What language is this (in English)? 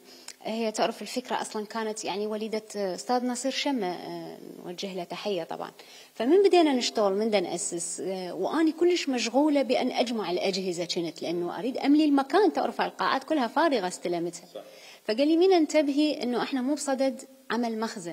Mesopotamian Arabic